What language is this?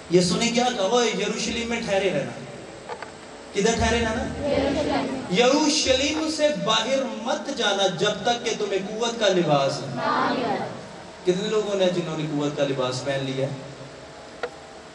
Urdu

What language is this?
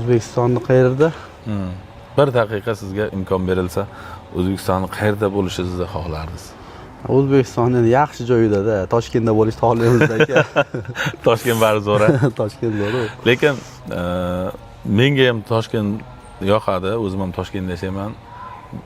Uzbek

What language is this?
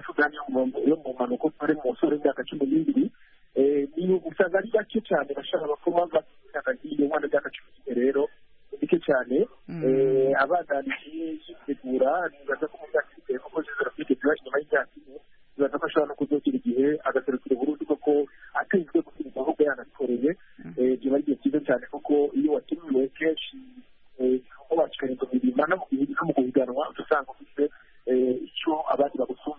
Kinyarwanda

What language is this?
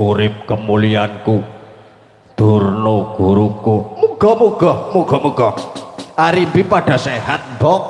Javanese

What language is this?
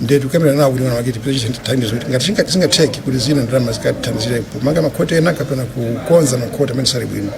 Nyanja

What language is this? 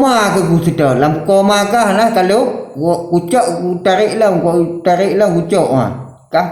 Achinese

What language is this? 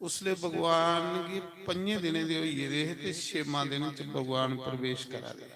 Dogri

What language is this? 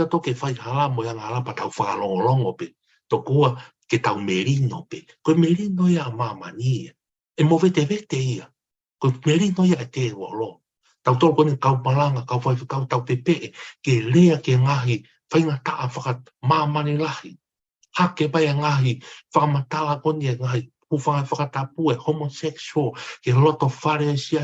Tongan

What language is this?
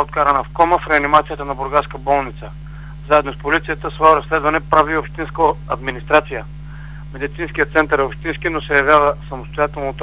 Bulgarian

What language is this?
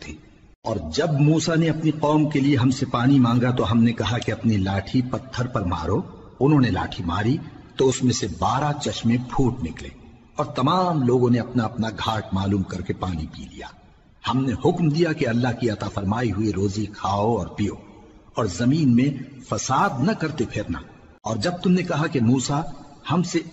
Urdu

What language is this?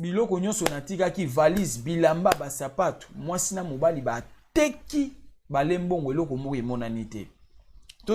Lingala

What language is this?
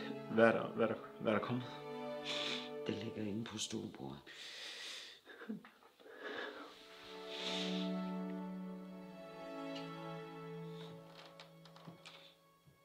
Danish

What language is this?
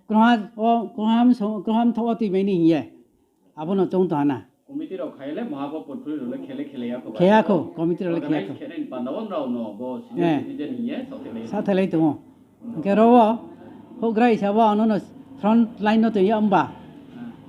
Riang (India)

